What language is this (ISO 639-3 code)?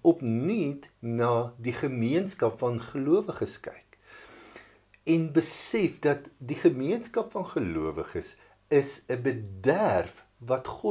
afr